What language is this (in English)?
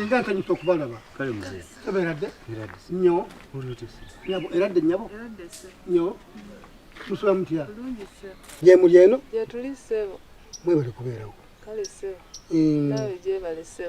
Ganda